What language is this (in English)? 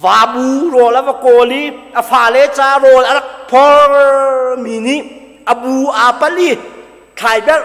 Hakha Chin